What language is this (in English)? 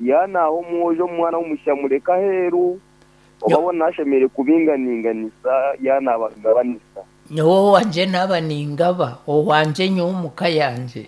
Nyankole